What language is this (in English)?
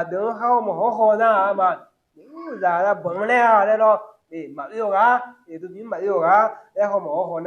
Akha